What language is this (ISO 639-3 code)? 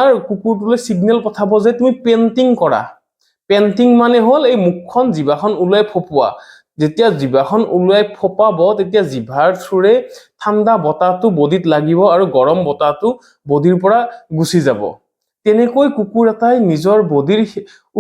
asm